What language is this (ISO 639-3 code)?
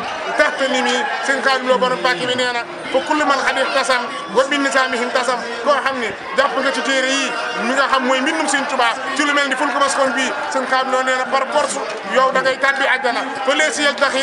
wol